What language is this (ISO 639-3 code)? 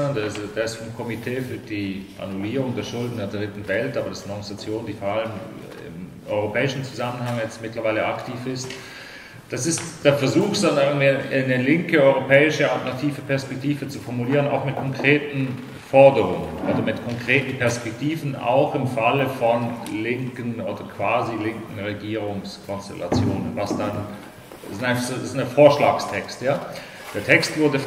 deu